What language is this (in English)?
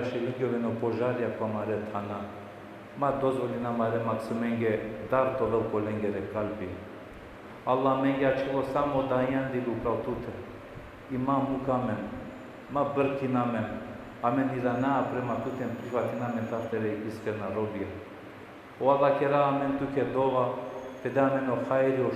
Balkan Romani